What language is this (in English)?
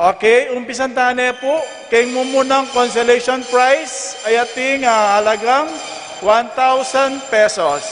Pampanga